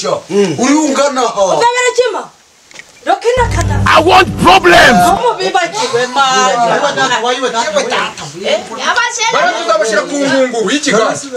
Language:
Kinyarwanda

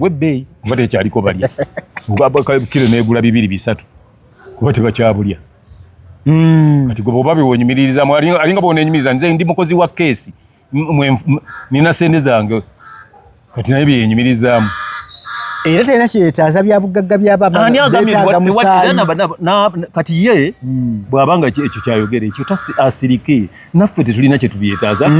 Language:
Ganda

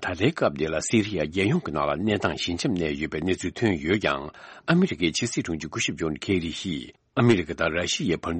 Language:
Tibetan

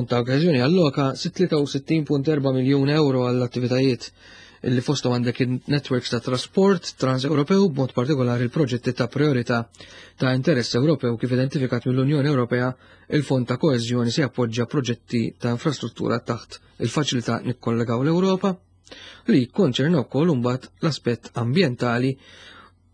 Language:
Maltese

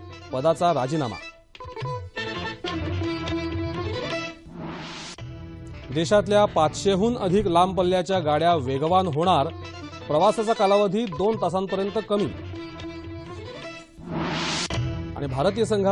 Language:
Marathi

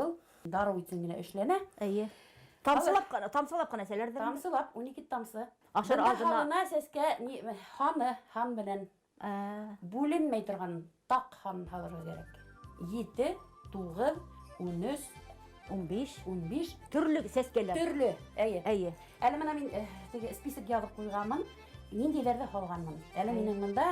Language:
Bashkir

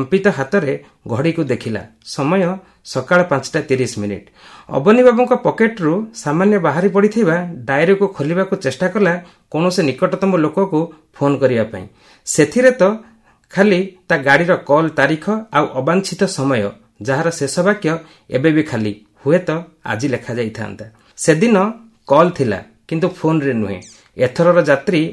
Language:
Odia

